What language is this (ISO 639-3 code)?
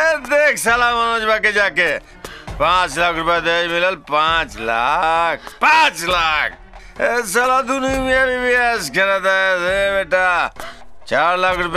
bho